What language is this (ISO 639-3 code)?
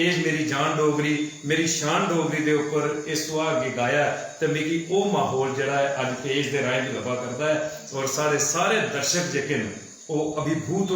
doi